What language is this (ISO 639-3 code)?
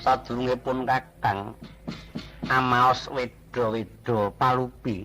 jav